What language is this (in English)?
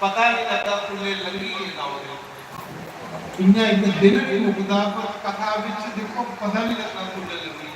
Dogri